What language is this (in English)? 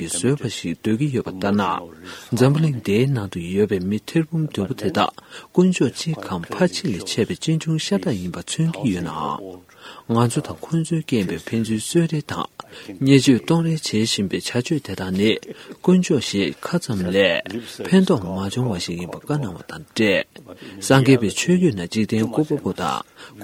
Tibetan